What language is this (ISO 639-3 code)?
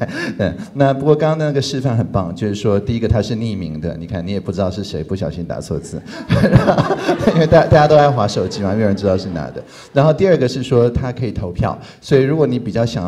zho